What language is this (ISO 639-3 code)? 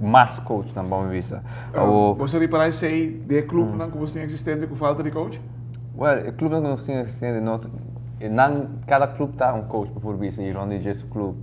pap